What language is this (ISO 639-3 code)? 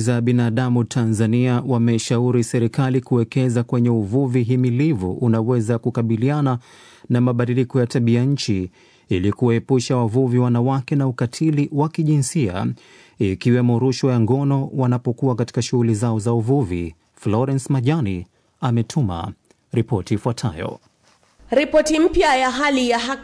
swa